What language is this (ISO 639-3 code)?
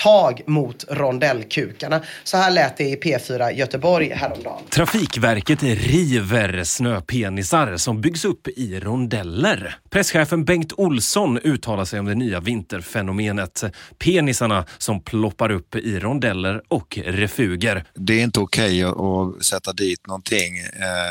swe